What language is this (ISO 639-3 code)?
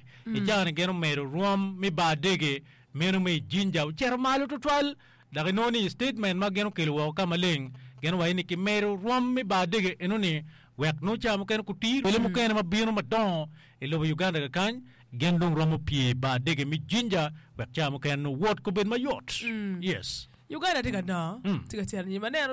ach